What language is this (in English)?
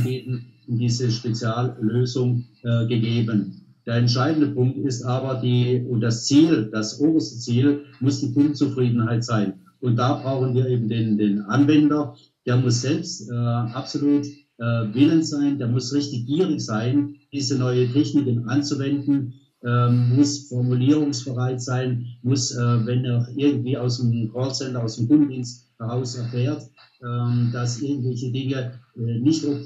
German